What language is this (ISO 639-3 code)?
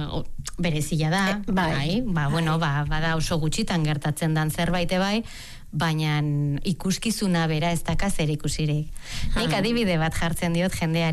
eus